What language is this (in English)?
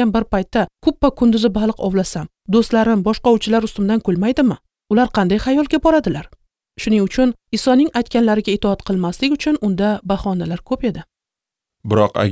Uzbek